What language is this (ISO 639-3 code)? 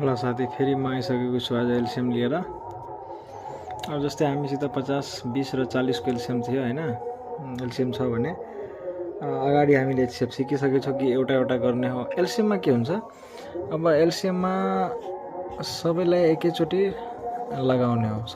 nep